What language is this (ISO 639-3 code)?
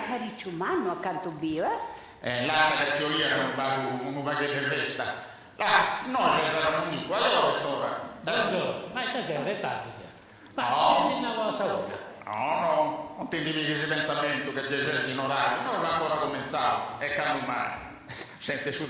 srd